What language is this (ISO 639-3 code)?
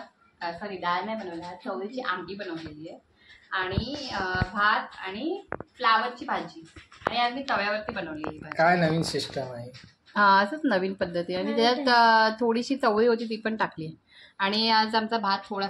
mar